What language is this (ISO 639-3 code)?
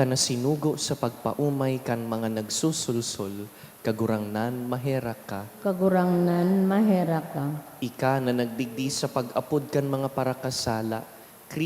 bik